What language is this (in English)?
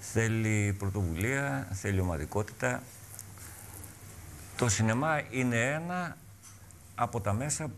Greek